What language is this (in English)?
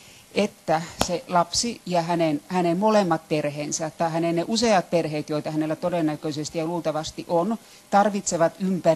Finnish